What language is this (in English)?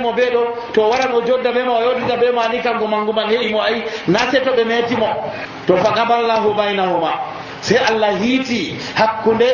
Nigerian Fulfulde